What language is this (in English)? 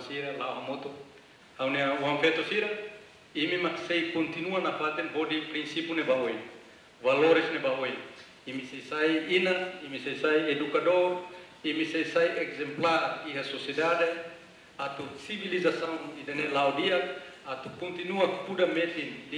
Tetum